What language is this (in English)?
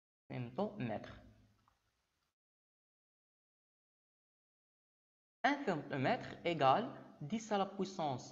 French